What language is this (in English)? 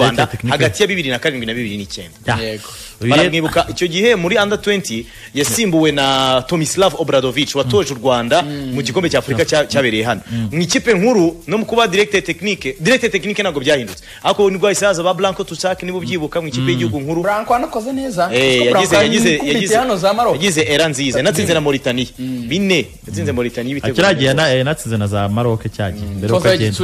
Kinyarwanda